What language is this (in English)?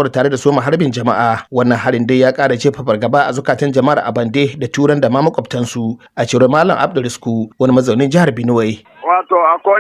Hausa